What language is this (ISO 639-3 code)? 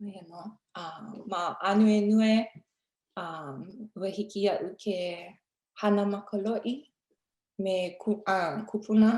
haw